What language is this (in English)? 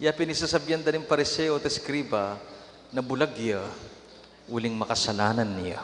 Pampanga